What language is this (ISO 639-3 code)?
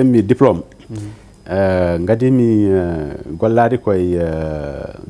ful